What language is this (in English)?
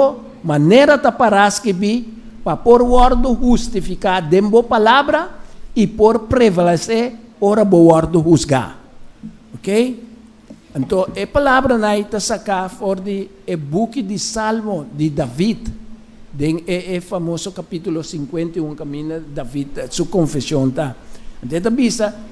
Papiamento